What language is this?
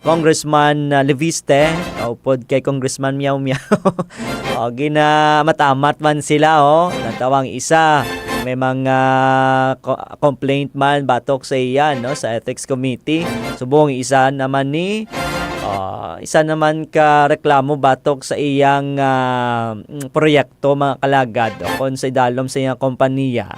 Hiligaynon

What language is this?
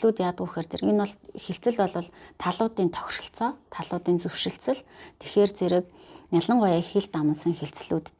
Mongolian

